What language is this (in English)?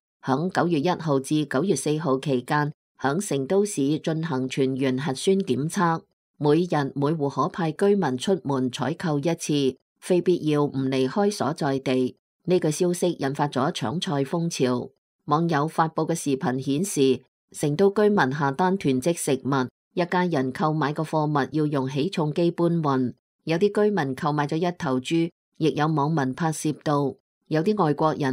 Cantonese